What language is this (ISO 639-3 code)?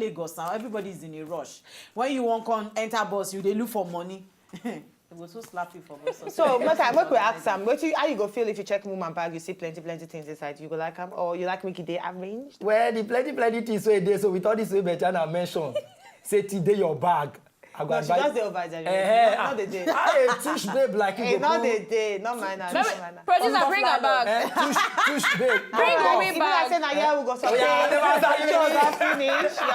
pcm